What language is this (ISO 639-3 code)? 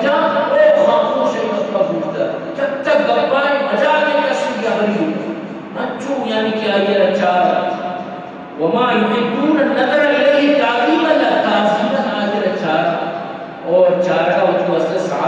bgp